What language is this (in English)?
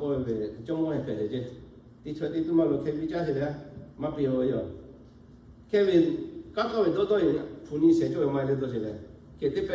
Lahu